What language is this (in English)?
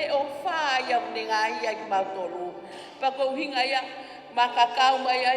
Tongan